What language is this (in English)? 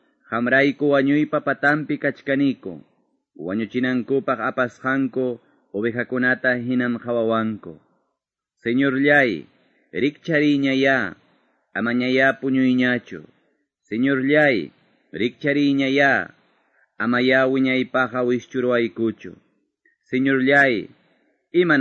Quechua